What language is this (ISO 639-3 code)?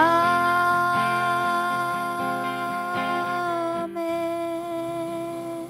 ahk